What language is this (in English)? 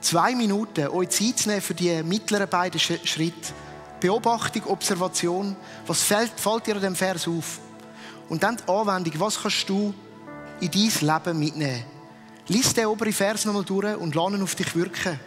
Swiss German